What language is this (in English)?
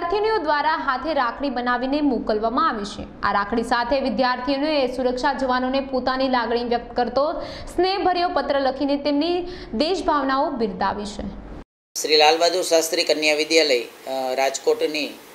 Gujarati